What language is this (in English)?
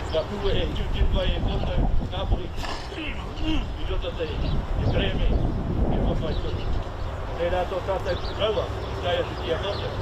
Māori